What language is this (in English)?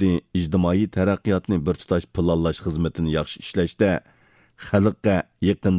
Uyghur